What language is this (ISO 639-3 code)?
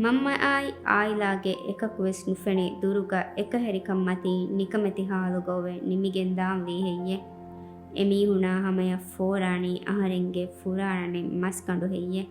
div